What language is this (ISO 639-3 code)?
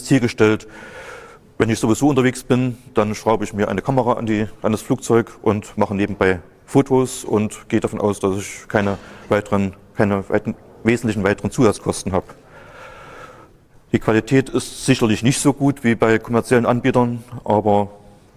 deu